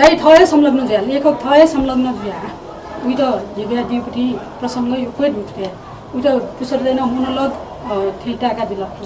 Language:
Newari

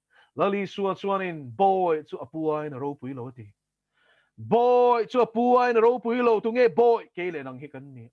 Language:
Mizo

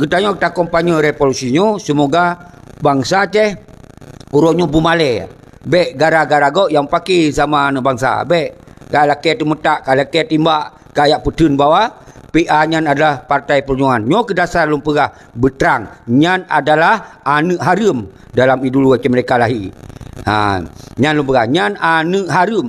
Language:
Achinese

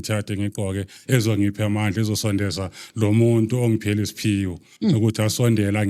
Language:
Zulu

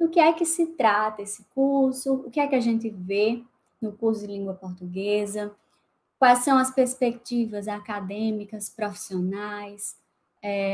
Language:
Portuguese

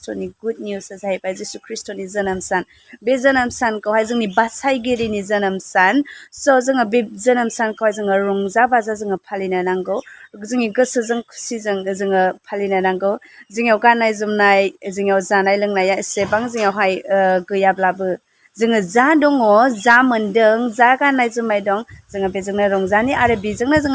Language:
Bodo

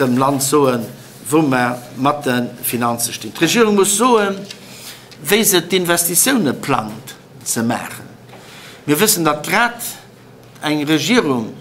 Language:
Luxembourgish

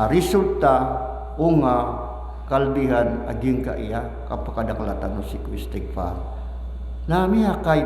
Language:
Maranao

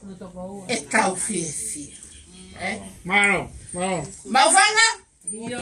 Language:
Tongan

